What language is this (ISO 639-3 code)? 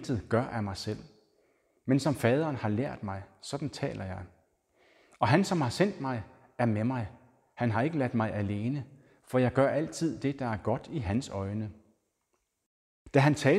dan